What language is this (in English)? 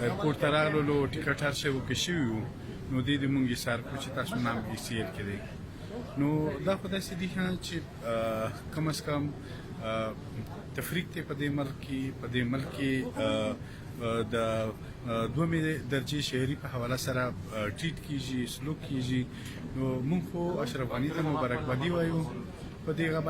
Pashto